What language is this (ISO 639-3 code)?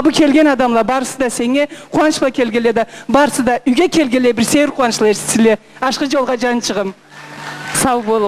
krc